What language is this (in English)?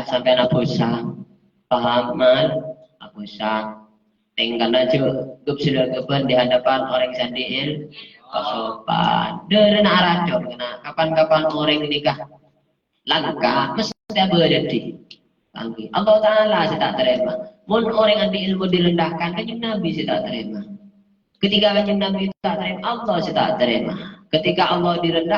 Madurese